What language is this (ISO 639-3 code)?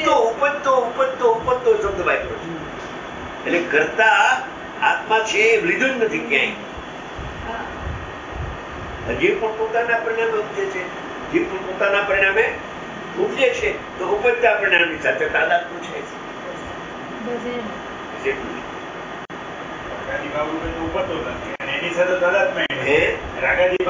guj